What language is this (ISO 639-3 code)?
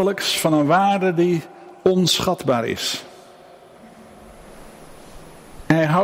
nld